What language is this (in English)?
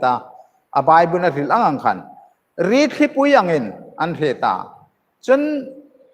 Hmar